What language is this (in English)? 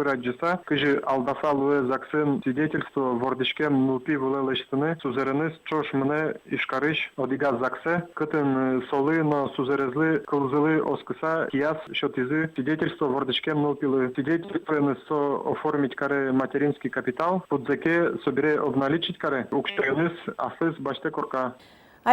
Udmurt